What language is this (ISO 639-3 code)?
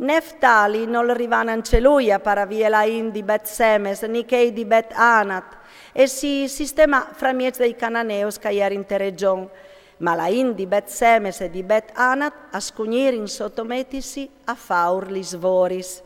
fur